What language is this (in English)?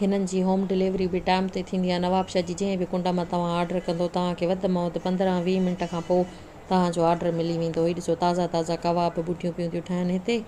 Sindhi